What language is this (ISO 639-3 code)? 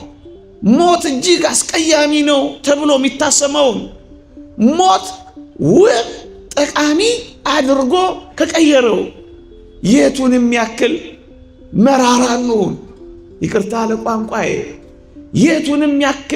amh